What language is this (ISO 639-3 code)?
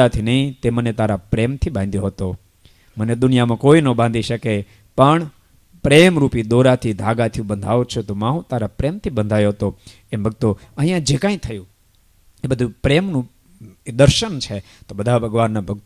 guj